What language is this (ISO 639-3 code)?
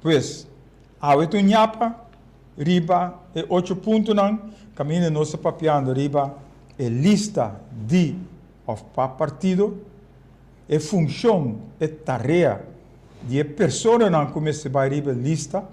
pap